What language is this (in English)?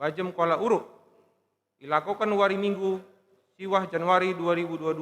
Batak Karo